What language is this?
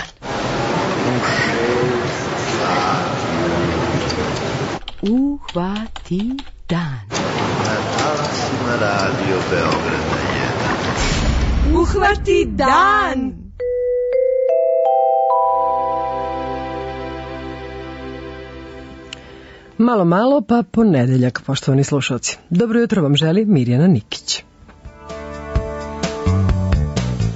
Serbian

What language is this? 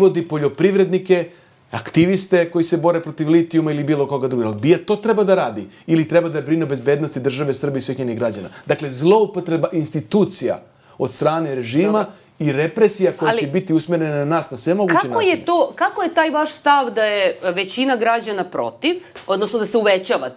Serbian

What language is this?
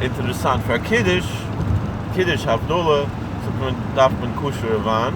Yiddish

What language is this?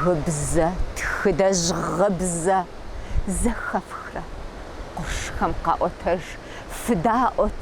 Kabardian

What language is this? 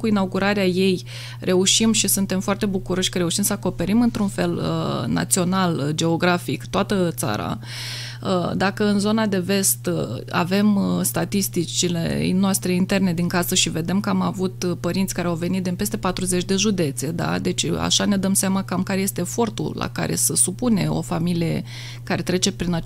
Romanian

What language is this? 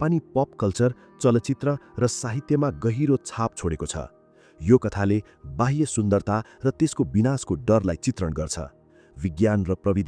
Nepali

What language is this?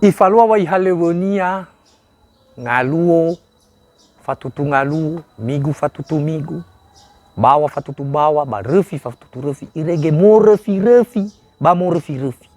Nias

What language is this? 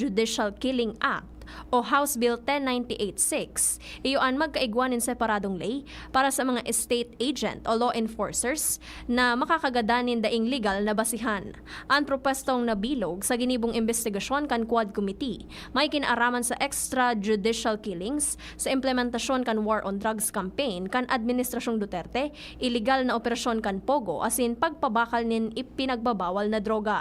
Bikol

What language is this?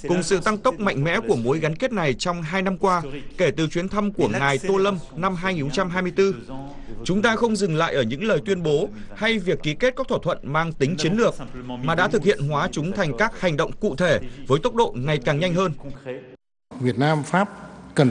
Vietnamese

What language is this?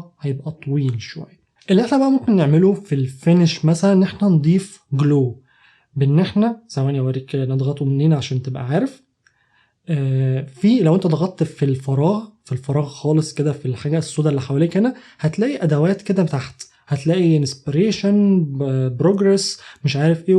Egyptian Arabic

